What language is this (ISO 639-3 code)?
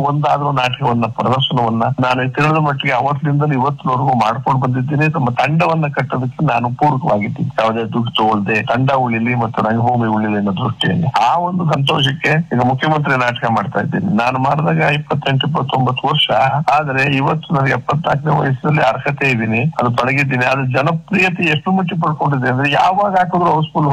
kan